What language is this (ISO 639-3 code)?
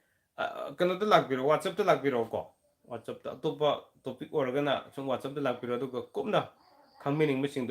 mni